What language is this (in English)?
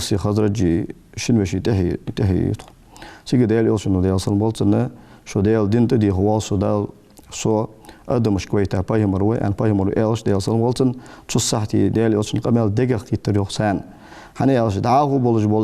Ingush